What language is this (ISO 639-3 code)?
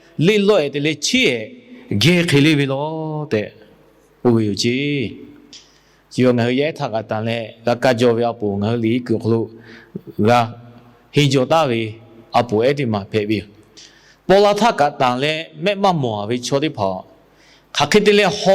lhu